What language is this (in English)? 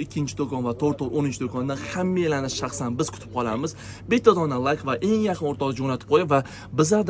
Uzbek